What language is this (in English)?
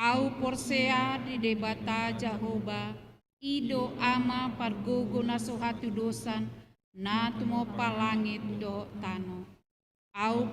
Batak Toba